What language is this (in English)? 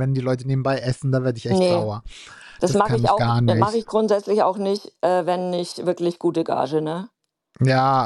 German